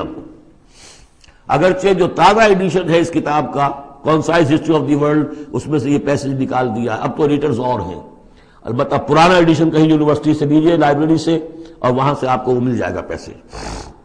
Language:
Urdu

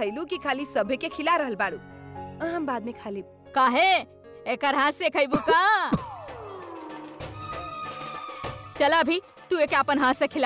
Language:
Bhojpuri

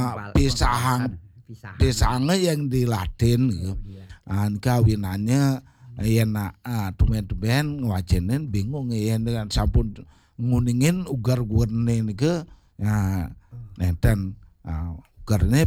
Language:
Balinese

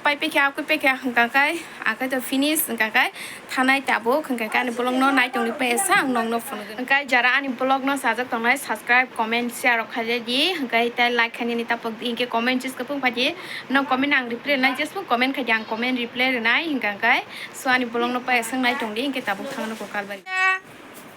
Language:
Kok Borok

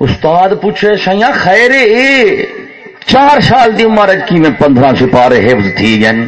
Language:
Saraiki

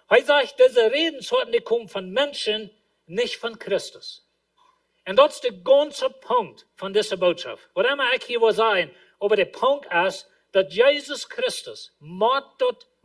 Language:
Plautdietsch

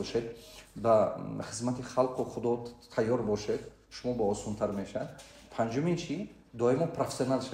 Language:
Tajik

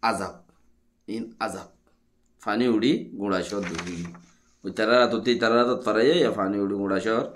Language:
Rohingya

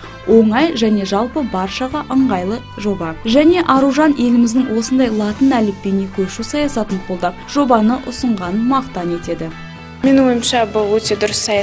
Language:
Kazakh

